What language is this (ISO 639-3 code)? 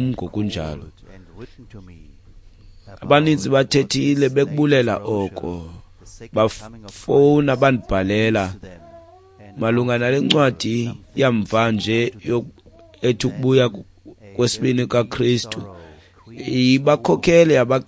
xho